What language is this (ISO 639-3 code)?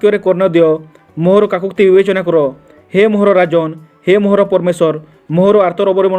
ori